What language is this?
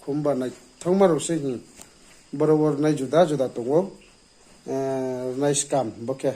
Riang (India)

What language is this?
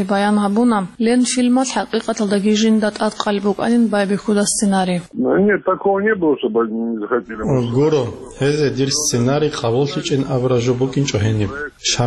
Avaric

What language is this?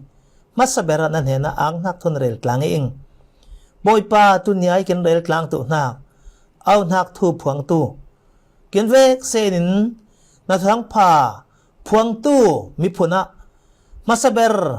Falam Chin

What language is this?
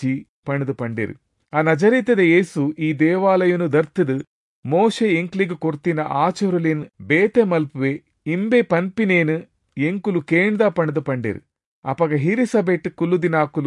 Tulu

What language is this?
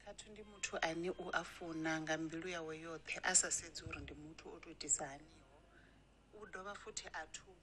Venda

